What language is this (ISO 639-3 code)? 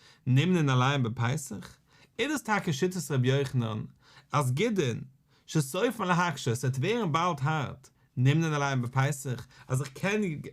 yid